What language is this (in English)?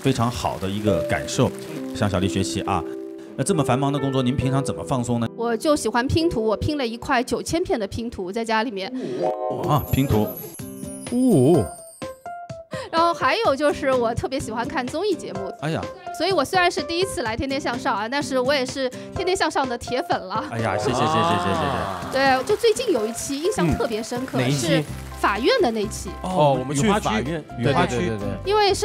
Chinese